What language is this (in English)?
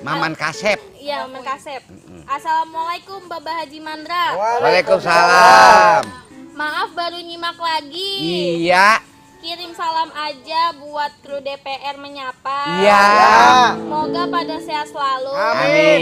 Betawi